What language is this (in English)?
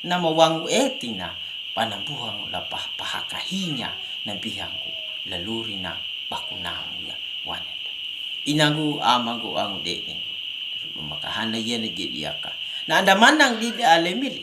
Kambera